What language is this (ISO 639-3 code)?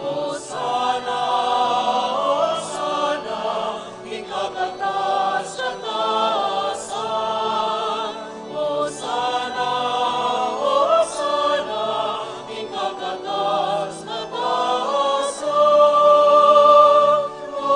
pam